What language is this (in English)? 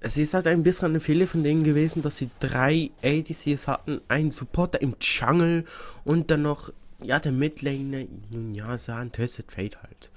Swiss German